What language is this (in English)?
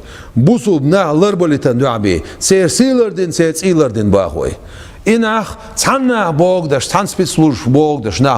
Chechen